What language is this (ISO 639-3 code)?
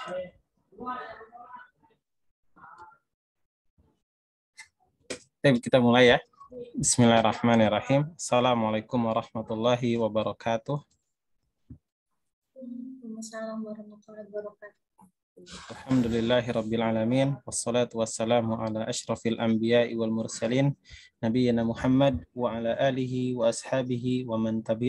ind